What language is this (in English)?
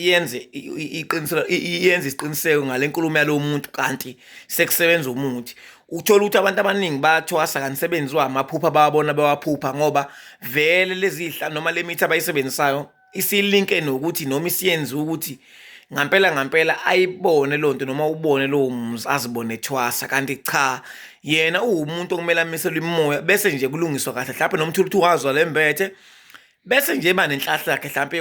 Zulu